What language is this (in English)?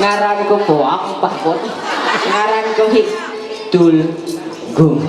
Ma'anyan